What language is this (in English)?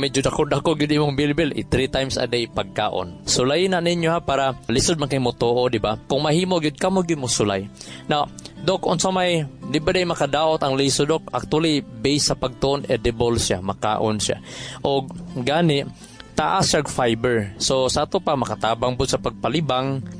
Cebuano